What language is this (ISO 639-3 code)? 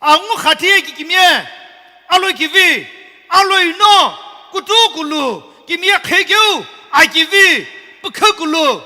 nsm